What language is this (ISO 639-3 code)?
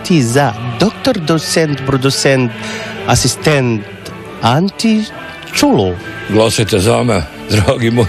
hrv